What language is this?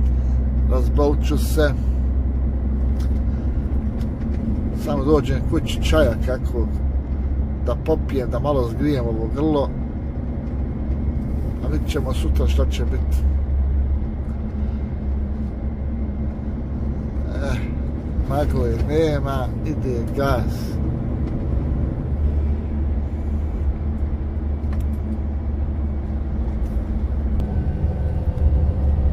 Bosnian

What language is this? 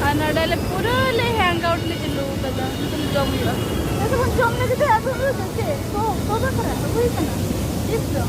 Santali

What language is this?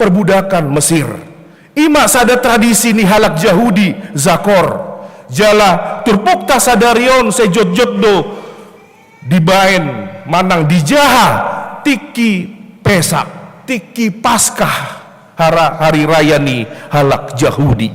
Batak Toba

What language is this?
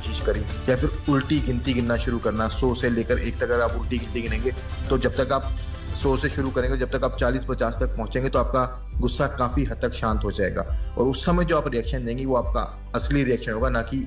Hindi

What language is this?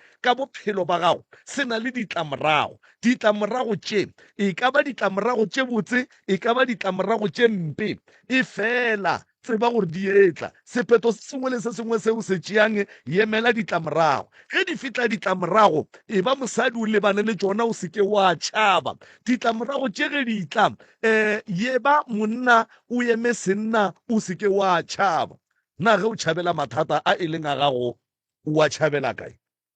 Northern Sotho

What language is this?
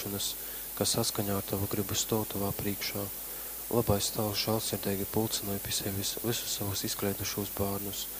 Latgalian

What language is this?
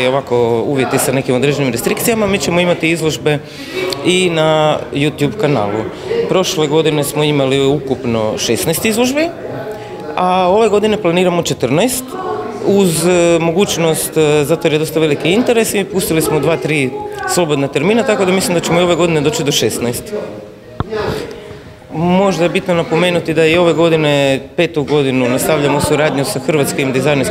Croatian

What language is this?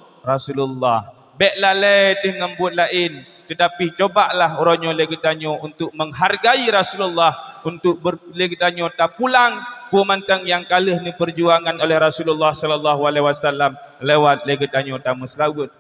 Achinese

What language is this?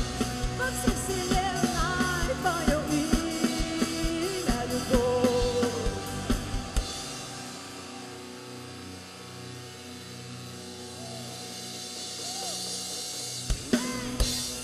Russian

